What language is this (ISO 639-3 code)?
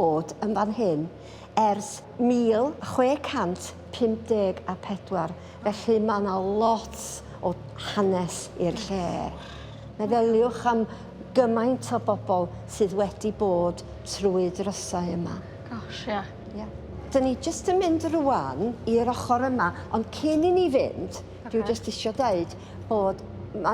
cym